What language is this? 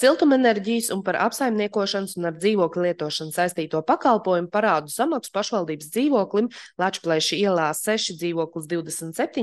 Latvian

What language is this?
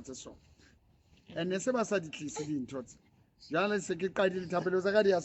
Southern Sotho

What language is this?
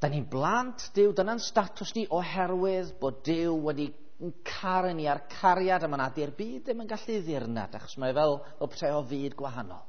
Welsh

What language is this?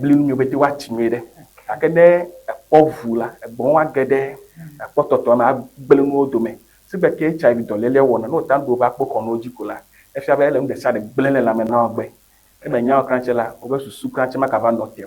Ewe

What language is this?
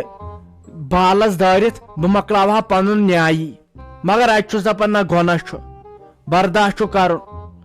Kashmiri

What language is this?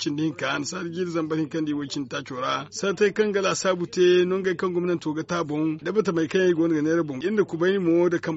Zarma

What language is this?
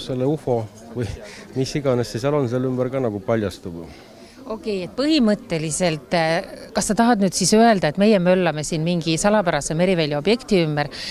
Estonian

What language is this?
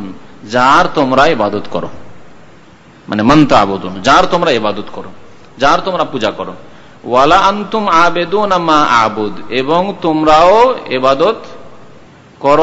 Bangla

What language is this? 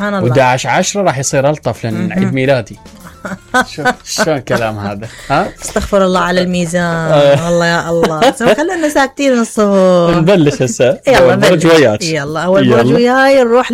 Mesopotamian Arabic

